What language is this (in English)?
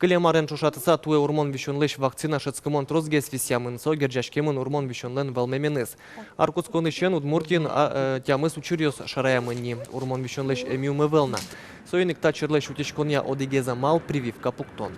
Udmurt